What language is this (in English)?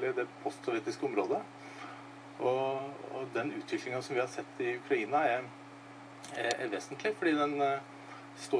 Norwegian